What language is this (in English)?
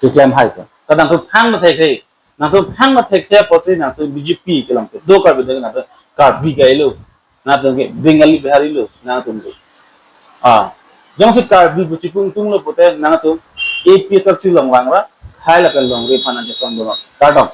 Karbi